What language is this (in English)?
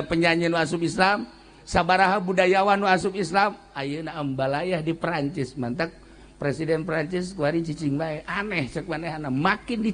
Sundanese